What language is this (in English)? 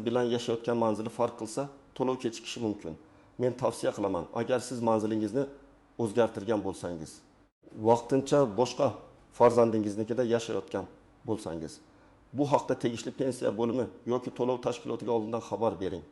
Uzbek